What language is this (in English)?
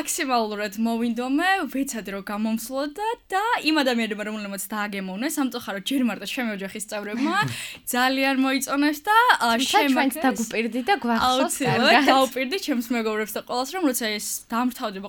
Georgian